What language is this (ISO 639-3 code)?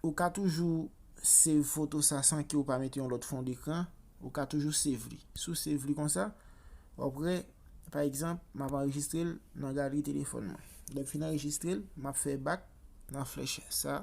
hat